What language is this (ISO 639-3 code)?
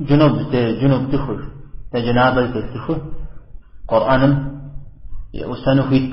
kbd